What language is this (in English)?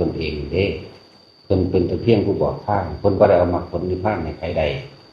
Northeastern Thai